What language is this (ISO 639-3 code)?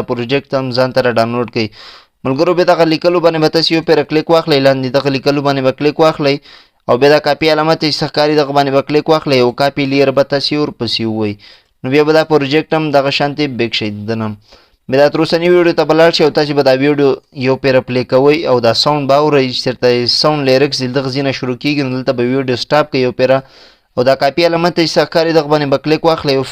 pus